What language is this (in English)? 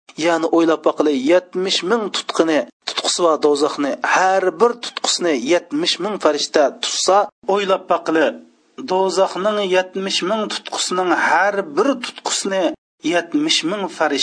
Uyghur